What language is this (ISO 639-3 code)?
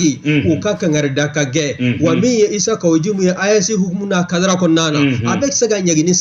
bam